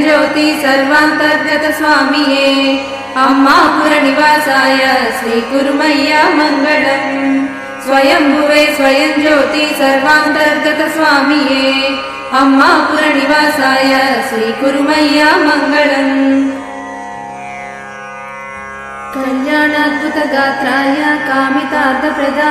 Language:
Telugu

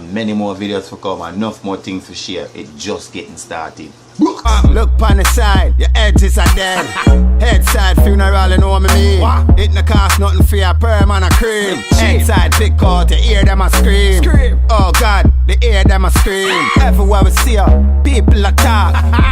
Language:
Jamaican Creole English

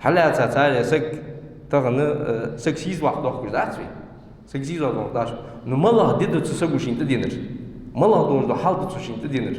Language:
Ingush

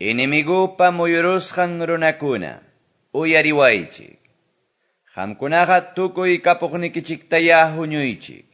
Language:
Quechua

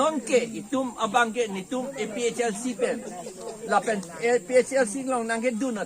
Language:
Karbi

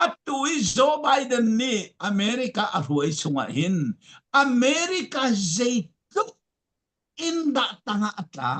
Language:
Falam Chin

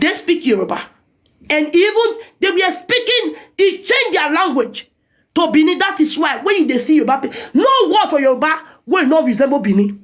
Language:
Nigerian Pidgin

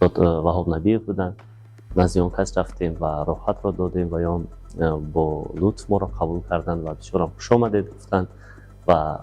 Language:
Tajik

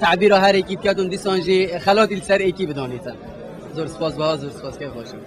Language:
Kurdish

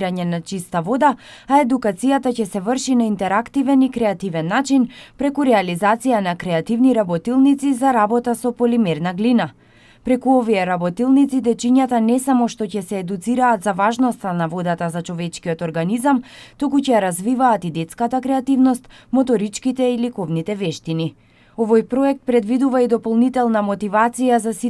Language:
Macedonian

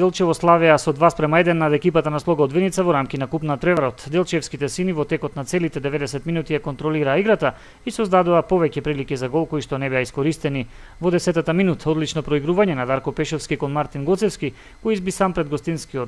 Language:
Macedonian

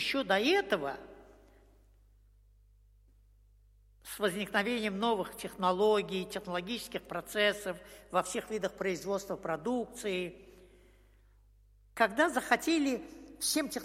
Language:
Russian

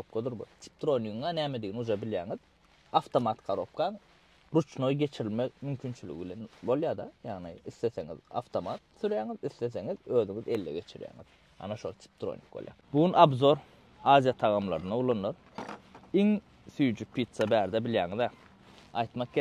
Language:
Turkmen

